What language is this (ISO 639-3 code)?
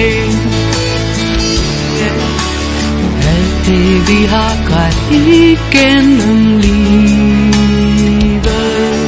dan